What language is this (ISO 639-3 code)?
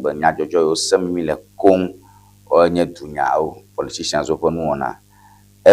ewe